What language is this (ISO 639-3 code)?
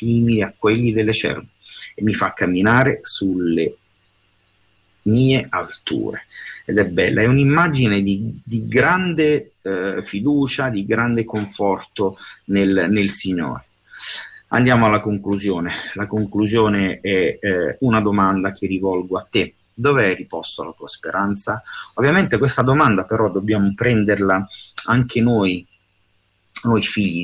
ita